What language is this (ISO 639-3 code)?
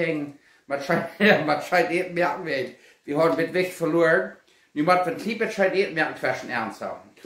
pdt